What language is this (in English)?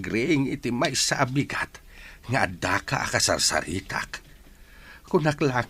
Iloko